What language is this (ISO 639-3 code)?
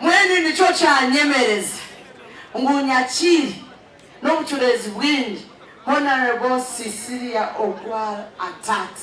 nyn